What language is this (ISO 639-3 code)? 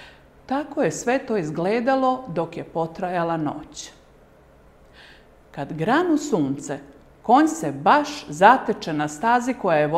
srp